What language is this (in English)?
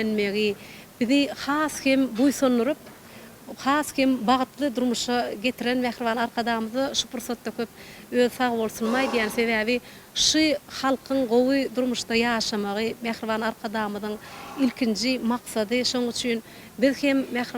Turkmen